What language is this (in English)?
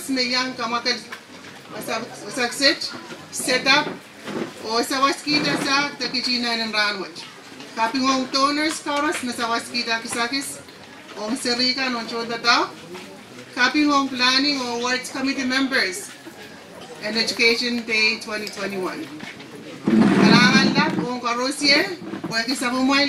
Pohnpeian